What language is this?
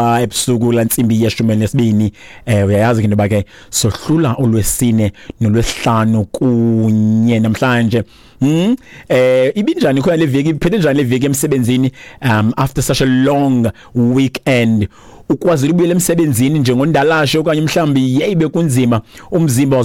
Xhosa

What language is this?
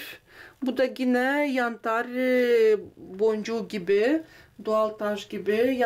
Gagauz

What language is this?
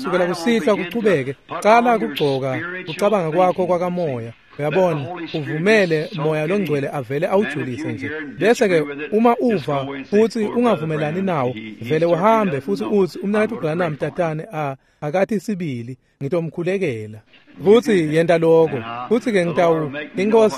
Swati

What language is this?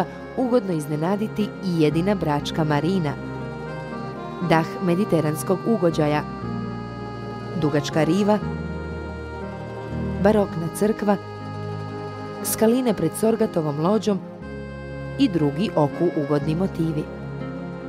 Croatian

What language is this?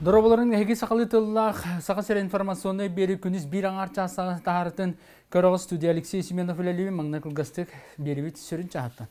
Yakut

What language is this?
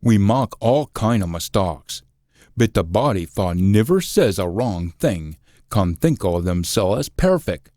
Scots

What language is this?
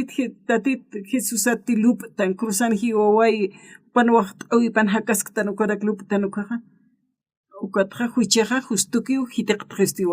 Aymara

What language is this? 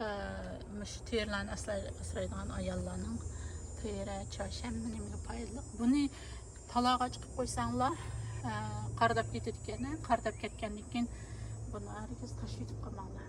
Uyghur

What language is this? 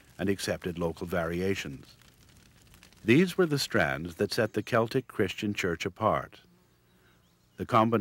English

